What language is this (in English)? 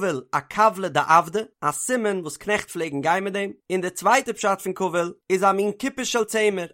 Yiddish